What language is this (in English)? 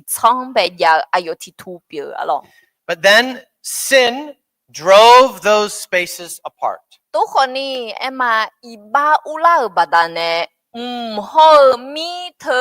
Akha